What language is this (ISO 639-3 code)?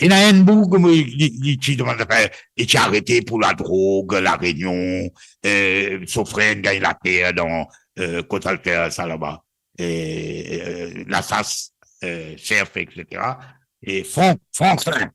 mfe